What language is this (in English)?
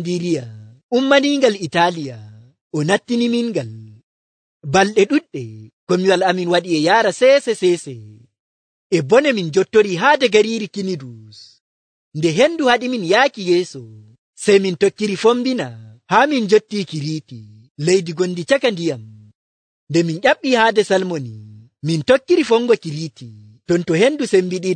Nigerian Fulfulde